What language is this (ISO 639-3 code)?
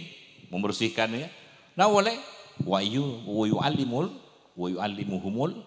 mad